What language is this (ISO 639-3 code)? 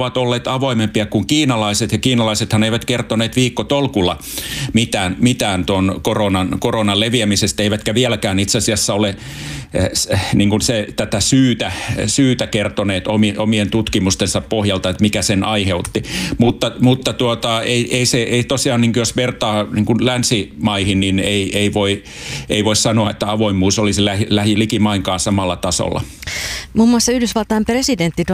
fin